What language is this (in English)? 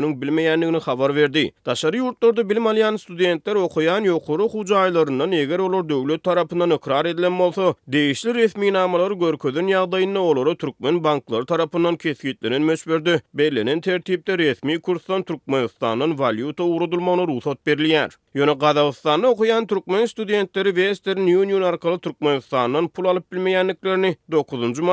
Turkmen